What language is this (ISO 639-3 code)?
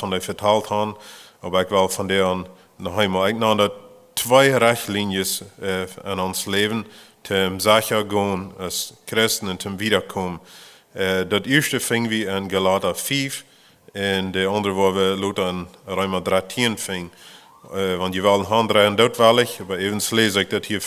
pdt